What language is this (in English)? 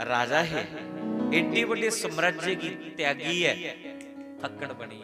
Dogri